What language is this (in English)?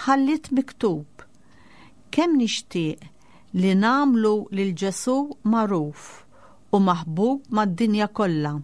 Maltese